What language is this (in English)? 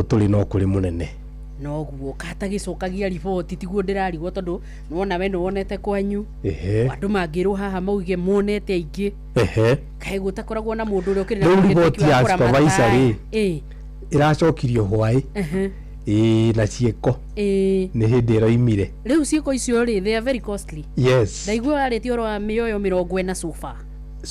Kikuyu